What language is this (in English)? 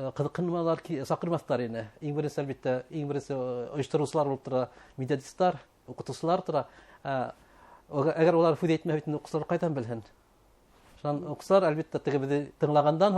Bashkir